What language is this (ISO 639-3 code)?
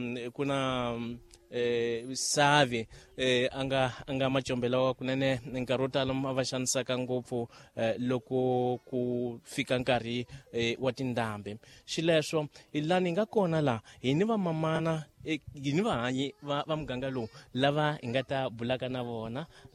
tso